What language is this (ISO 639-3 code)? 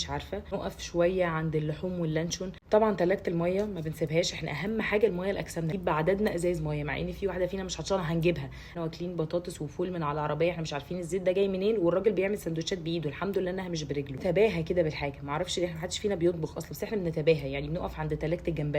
arz